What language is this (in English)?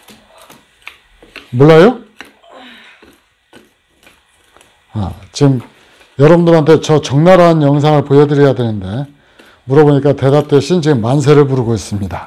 Korean